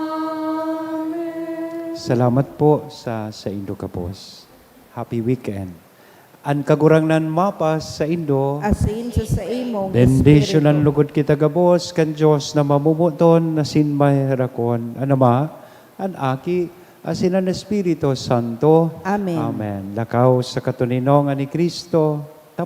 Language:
Bikol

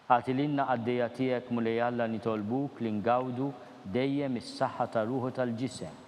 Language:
Maltese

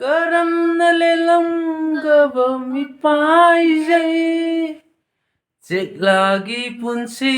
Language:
Manipuri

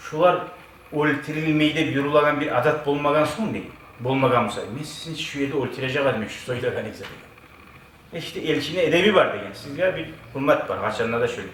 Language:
Kumyk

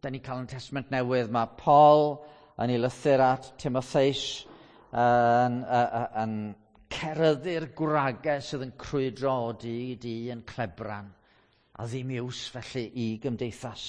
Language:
Welsh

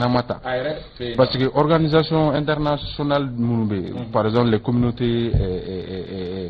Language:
Bambara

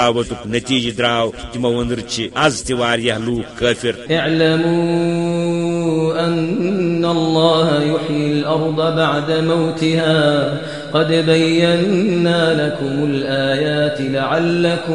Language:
Kashmiri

